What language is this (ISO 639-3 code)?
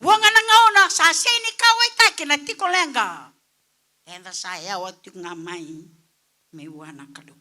fij